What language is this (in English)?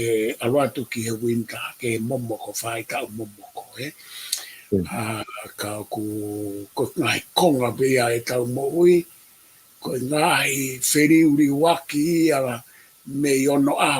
Tongan